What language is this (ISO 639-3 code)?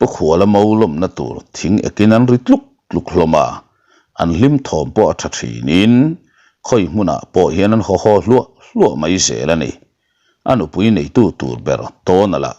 lus